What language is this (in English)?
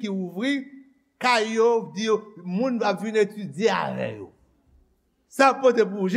Haitian Creole